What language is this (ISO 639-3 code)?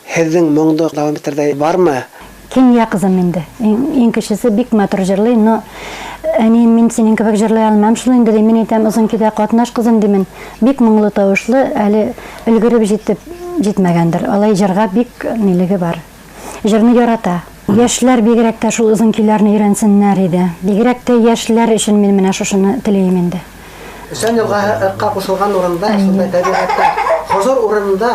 bak